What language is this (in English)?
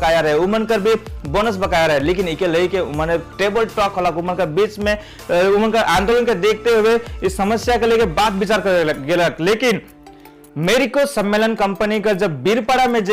Sadri